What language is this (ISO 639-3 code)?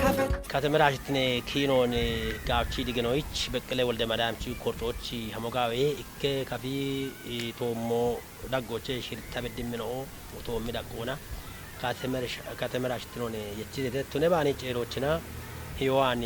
kbr